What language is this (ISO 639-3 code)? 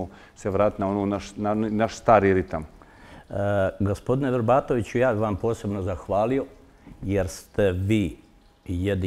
hrv